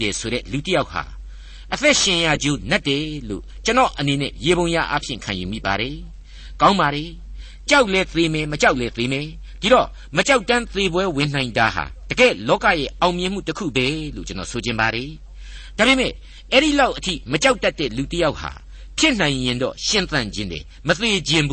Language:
Burmese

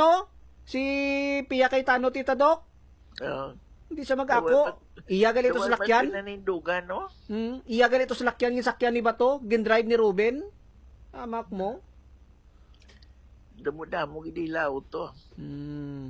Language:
Hiligaynon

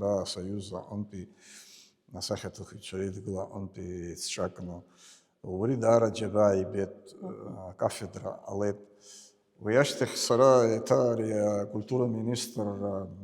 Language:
Abkhazian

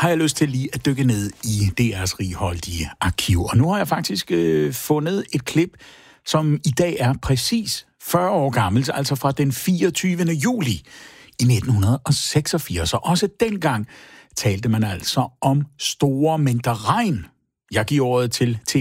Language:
Danish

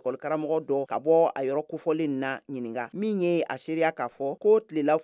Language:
Bambara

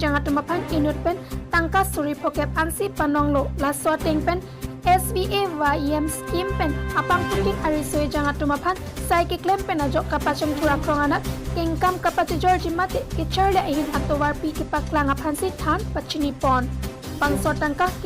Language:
Karbi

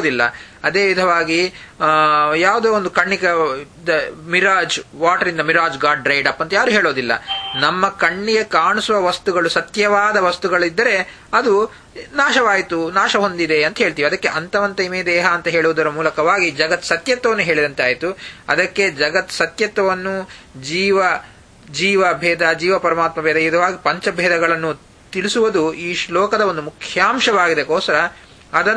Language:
Kannada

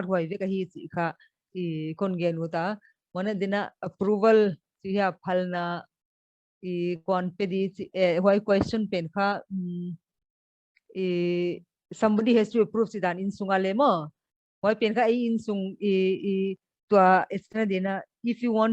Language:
Paite Chin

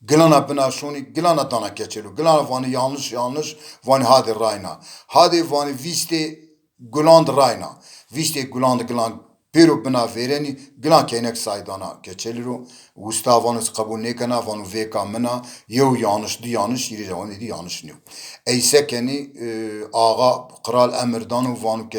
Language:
Zaza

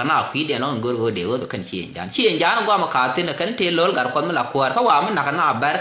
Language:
Nuer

